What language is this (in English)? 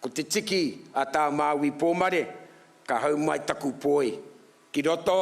Māori